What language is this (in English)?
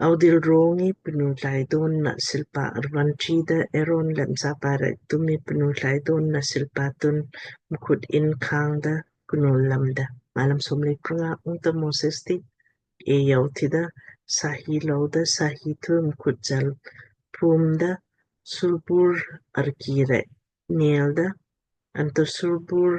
Lamkang